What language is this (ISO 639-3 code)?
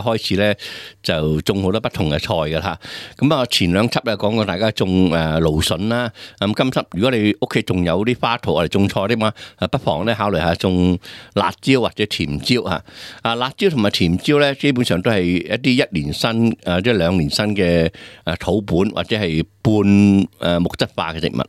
yue